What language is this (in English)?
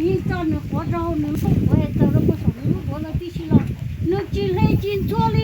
Hmong